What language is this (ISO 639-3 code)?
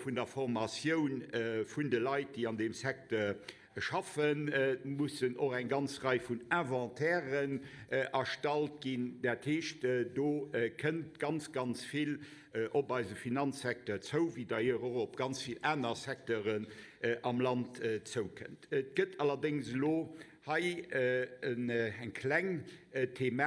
ltz